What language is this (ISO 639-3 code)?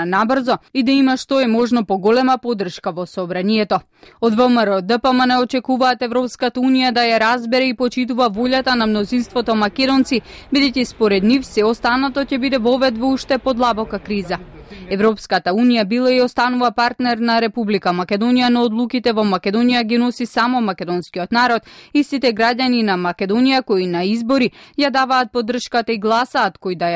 mkd